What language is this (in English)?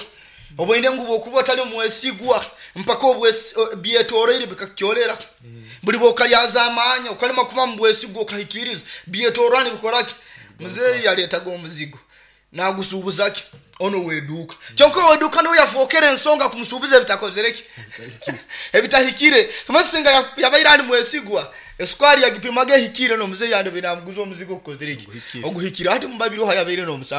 Nyoro